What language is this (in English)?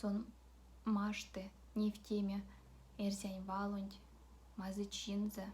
Erzya